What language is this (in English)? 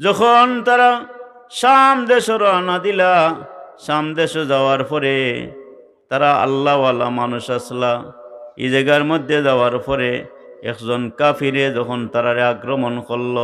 Sylheti